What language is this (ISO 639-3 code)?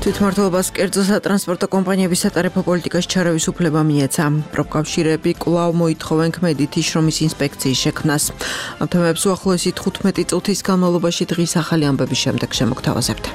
kat